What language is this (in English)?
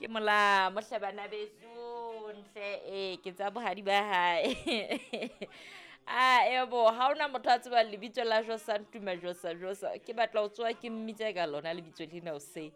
Southern Sotho